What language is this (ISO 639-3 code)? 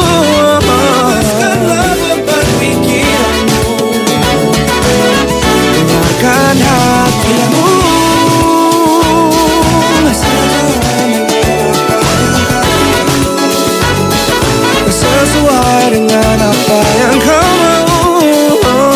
ind